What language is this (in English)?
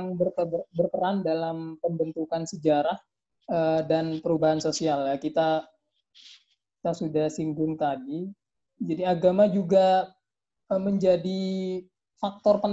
Indonesian